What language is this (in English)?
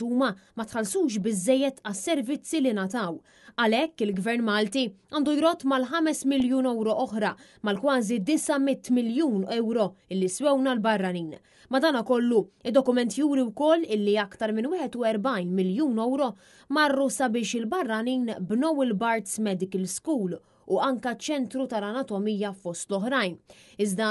Maltese